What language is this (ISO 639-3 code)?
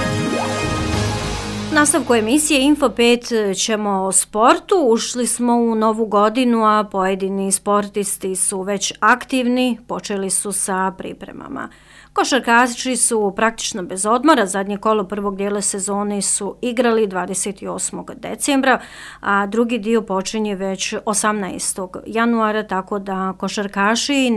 bos